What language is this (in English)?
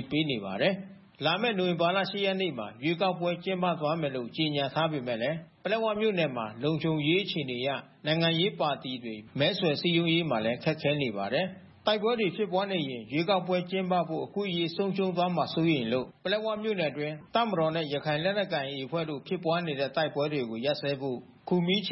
Burmese